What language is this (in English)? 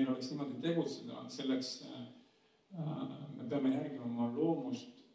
Estonian